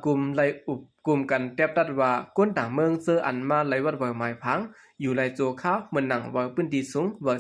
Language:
Shan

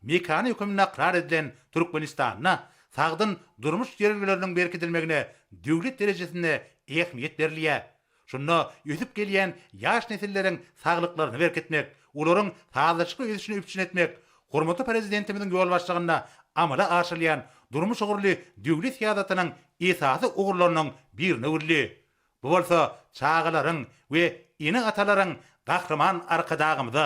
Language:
Turkmen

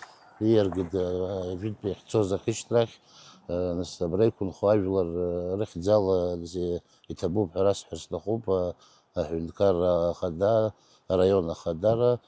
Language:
Abkhazian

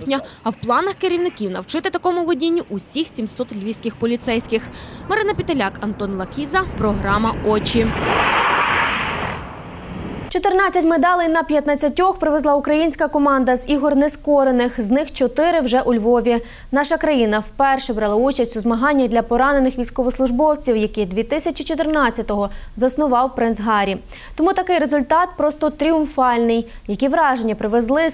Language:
Ukrainian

